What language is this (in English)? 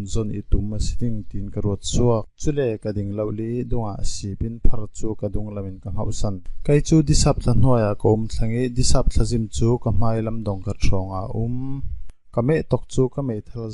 Falam Chin